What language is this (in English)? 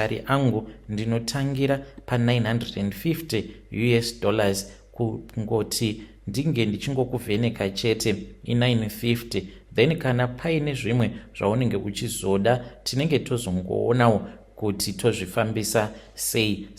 Shona